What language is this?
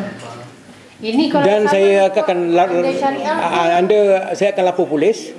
Malay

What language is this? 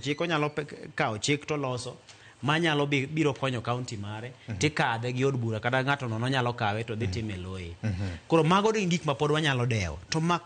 Luo (Kenya and Tanzania)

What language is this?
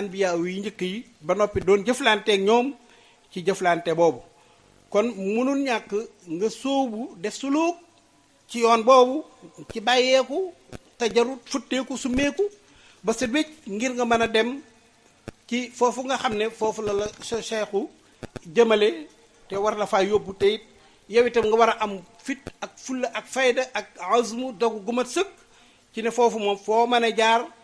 Wolof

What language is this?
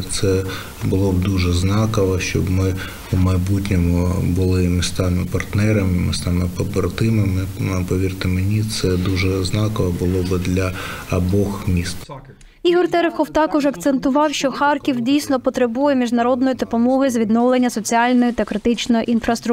Ukrainian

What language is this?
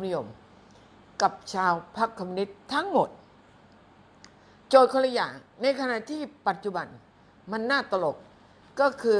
Thai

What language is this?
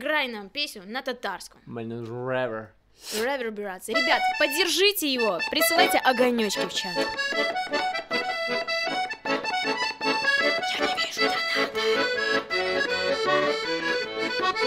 Russian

